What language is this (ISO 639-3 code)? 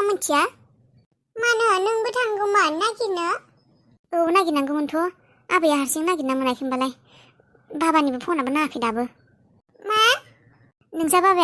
brx